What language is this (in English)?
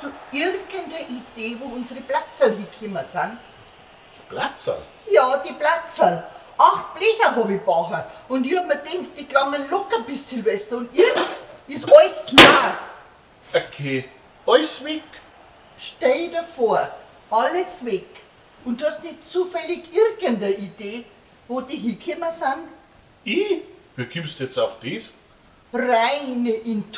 Bavarian